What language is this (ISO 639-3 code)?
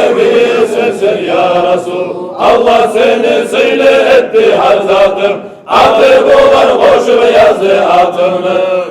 kum